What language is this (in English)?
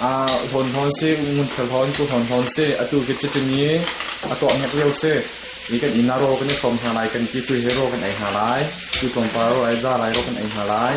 Hakha Chin